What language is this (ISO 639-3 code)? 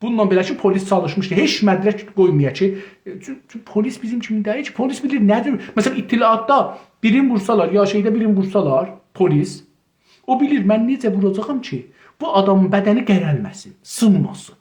azb